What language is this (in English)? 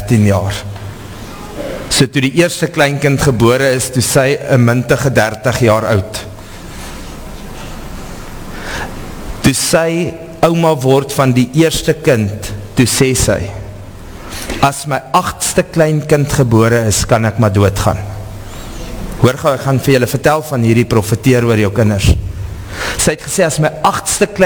Afrikaans